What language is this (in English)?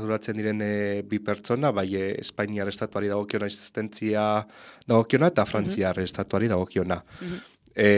Basque